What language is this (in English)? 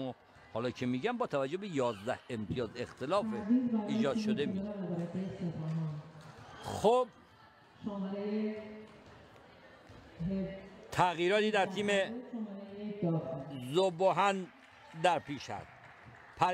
Persian